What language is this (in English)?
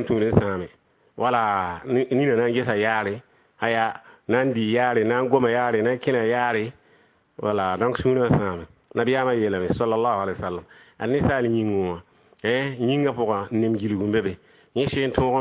Mossi